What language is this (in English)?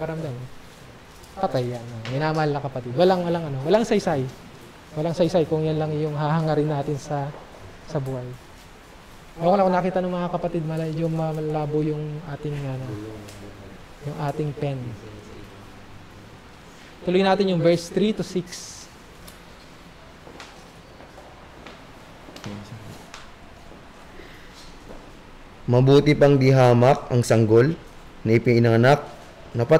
Filipino